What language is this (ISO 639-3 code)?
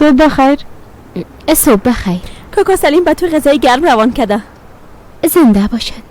fas